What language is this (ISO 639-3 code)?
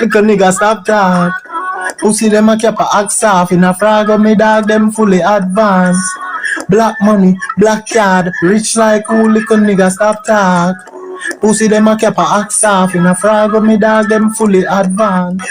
jam